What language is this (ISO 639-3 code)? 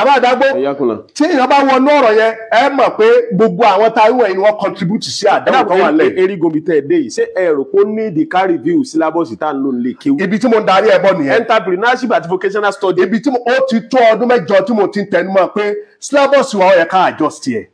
yor